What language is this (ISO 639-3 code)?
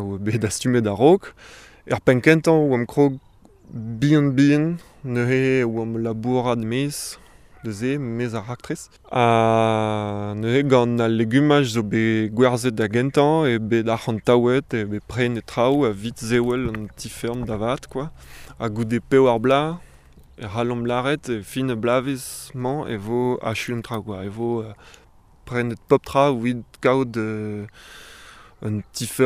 bre